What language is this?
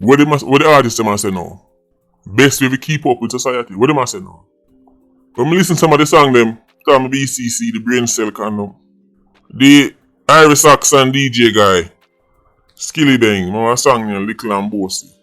Jamaican Creole English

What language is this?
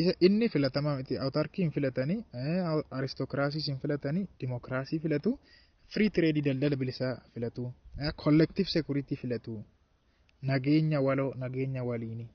Oromo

